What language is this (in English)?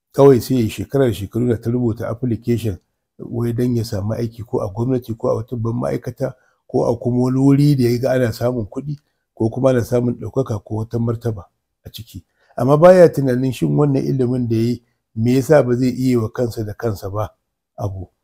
Hausa